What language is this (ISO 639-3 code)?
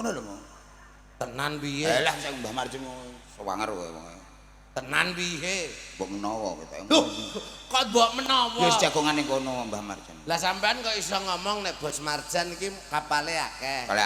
jav